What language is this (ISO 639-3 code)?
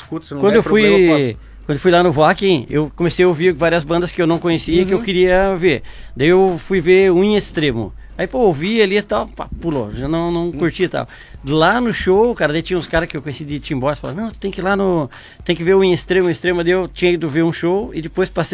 por